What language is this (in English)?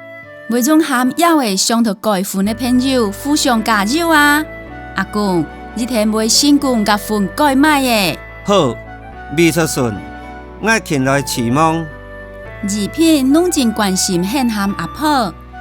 Hakka Chinese